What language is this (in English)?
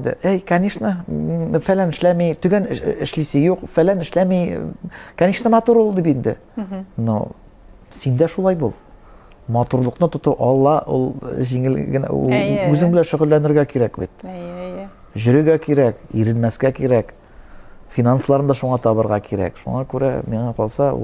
Tatar